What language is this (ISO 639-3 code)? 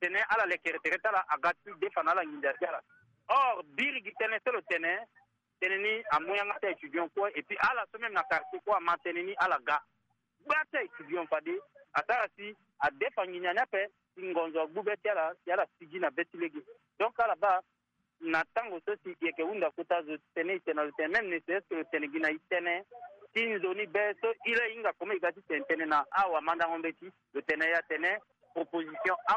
sag